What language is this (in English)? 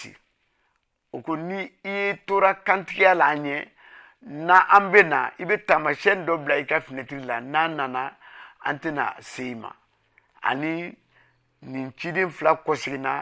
Bambara